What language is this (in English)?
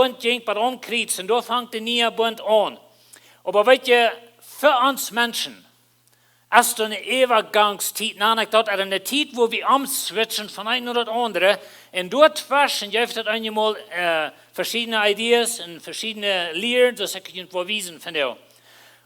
Plautdietsch